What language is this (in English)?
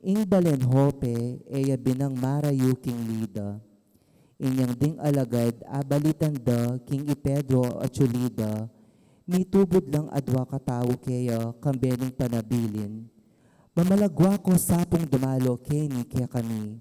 Pampanga